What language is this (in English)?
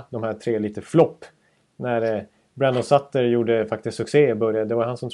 Swedish